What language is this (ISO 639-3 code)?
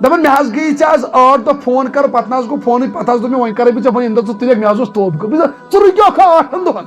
kas